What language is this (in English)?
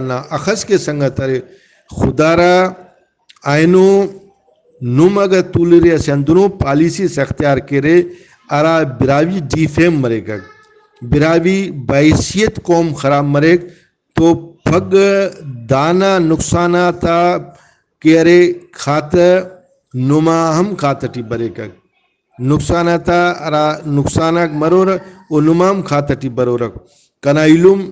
Brahui